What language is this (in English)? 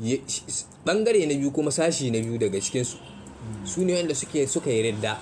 Hausa